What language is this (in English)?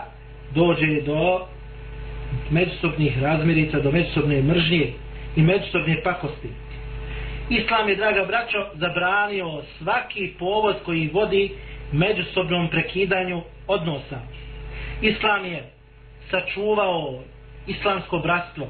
Bosnian